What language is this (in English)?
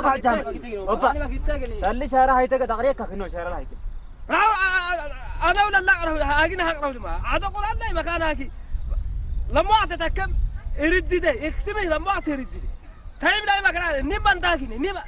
Saho